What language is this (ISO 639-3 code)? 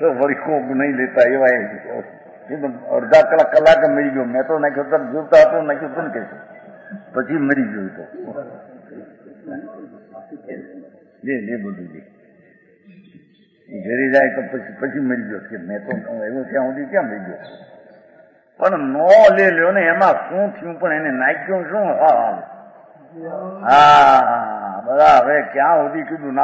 guj